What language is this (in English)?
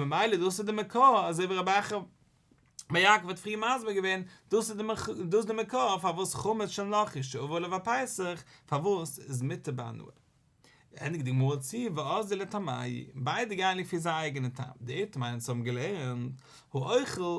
Yiddish